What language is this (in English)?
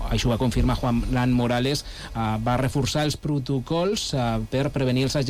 Catalan